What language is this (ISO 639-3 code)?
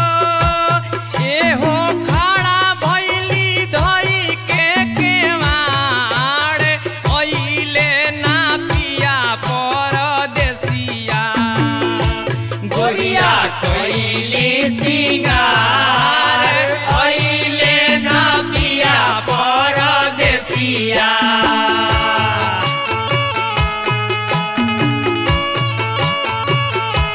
bho